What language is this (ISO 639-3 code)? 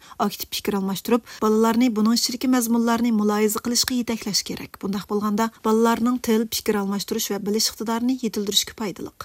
uig